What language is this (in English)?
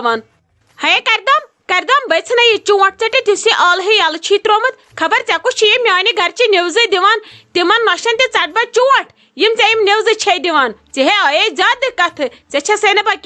Kashmiri